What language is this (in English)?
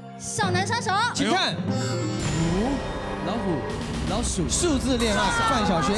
Chinese